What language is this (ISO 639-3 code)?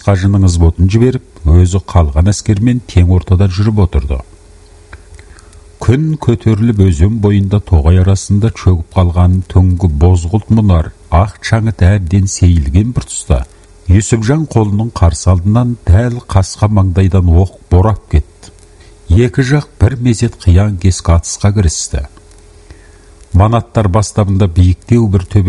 kaz